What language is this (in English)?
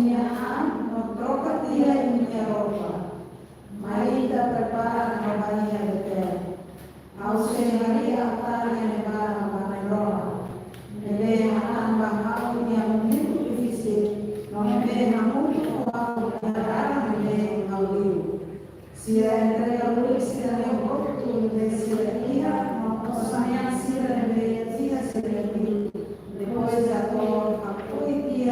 Tetum